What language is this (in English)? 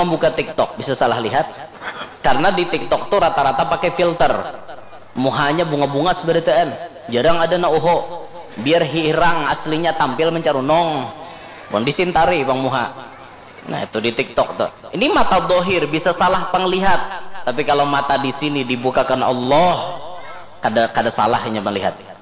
Banjar